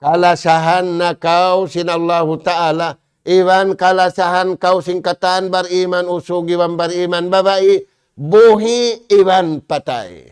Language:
Tausug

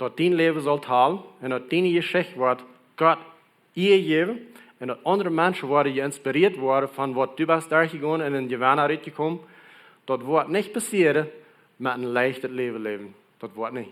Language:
Plautdietsch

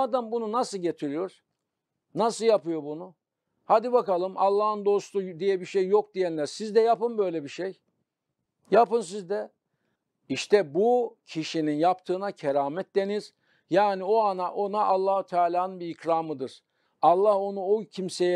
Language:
Turkish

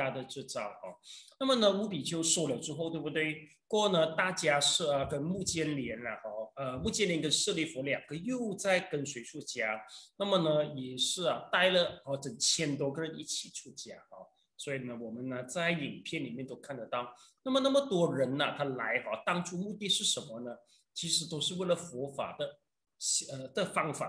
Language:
Chinese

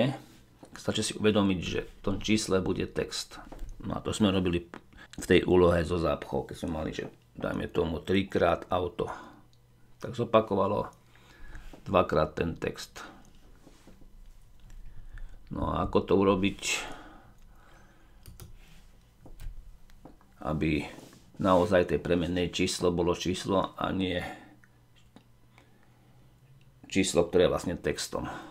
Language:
Slovak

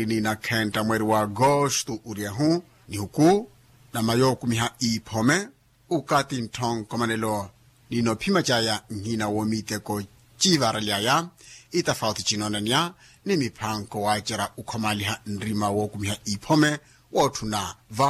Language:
Makhuwa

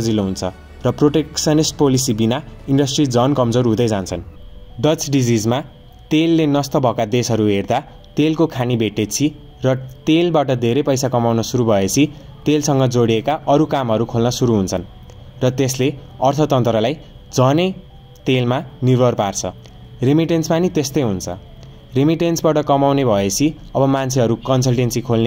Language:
Nepali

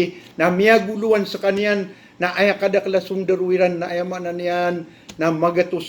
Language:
Maranao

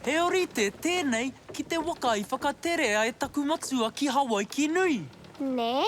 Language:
Māori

